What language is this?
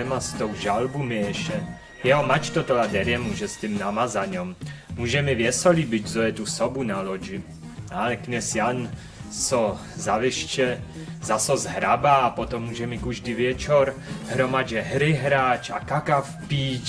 Upper Sorbian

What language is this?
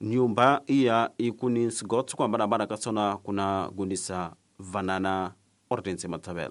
Tsonga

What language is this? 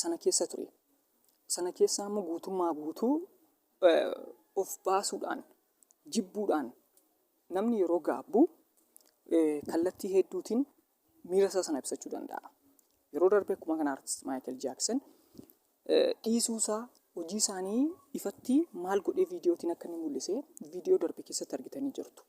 Oromo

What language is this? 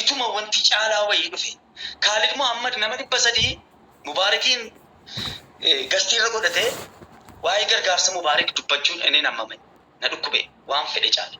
Oromo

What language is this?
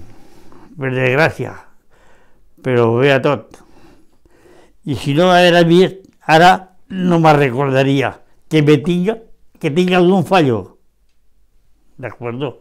Catalan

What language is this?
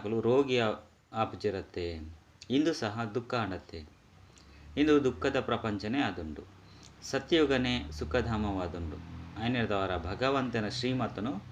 Tulu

